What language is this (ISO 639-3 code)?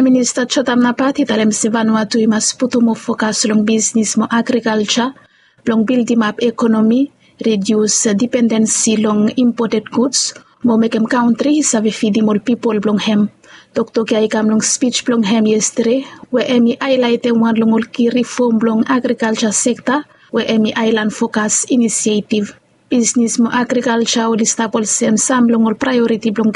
bis